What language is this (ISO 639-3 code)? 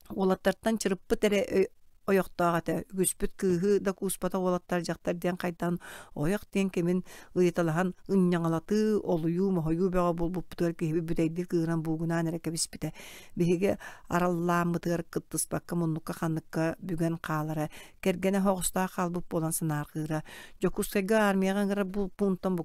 sah